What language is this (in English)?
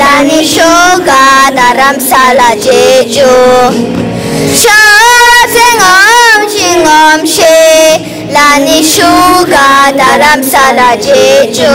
Tibetan